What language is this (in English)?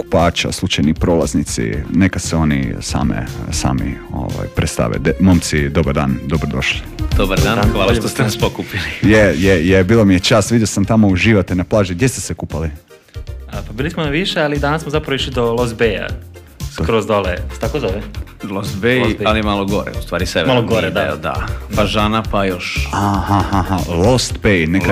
Croatian